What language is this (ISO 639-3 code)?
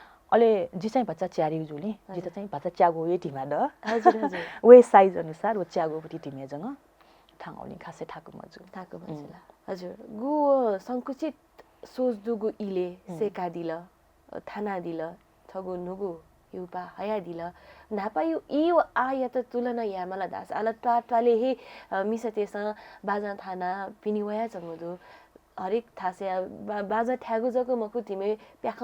new